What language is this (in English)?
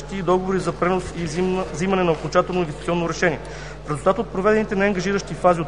Bulgarian